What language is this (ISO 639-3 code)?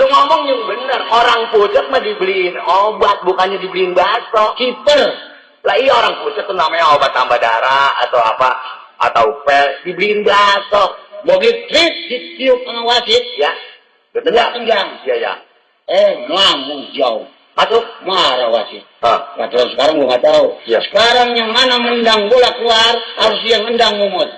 bew